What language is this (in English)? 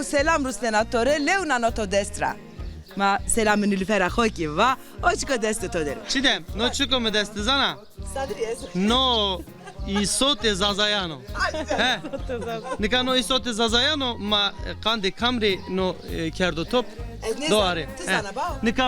Zaza